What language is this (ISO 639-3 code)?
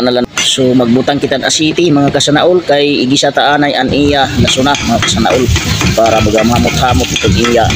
war